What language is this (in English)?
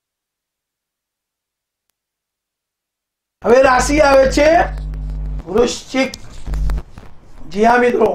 Gujarati